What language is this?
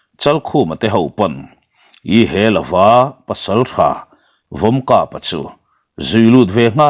Mizo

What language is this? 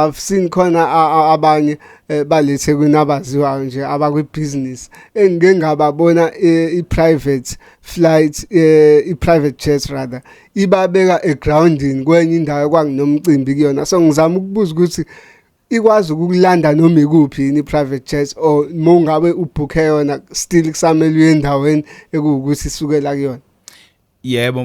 Zulu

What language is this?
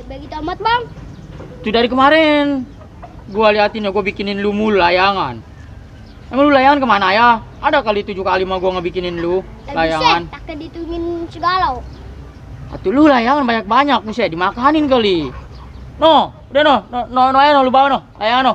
Betawi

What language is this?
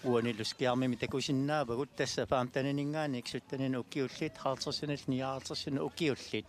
Kalaallisut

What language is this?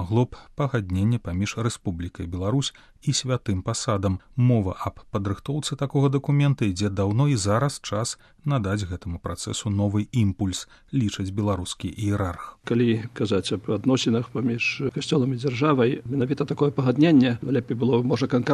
Belarusian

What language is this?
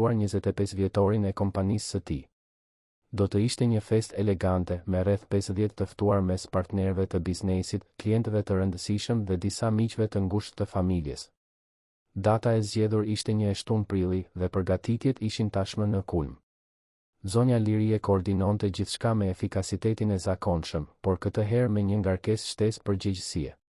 Albanian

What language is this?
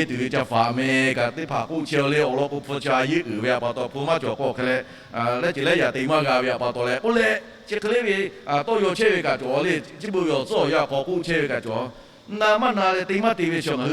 Lahu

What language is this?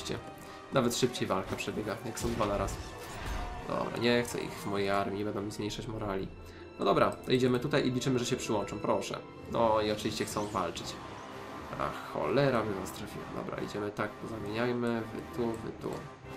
Polish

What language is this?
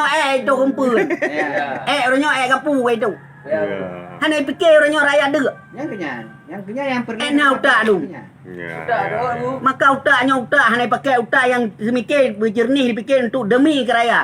Achinese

